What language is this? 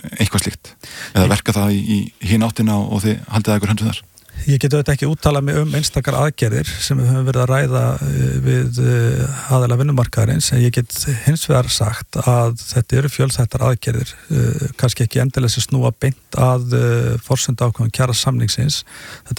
Icelandic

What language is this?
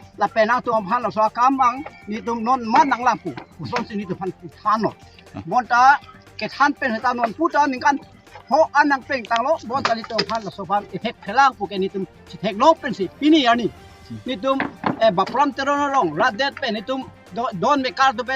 Karbi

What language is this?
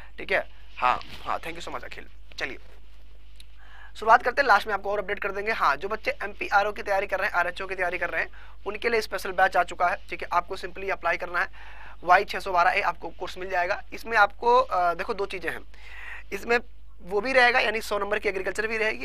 Hindi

